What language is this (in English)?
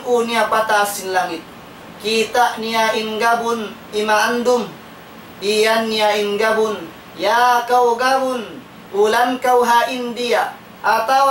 Tausug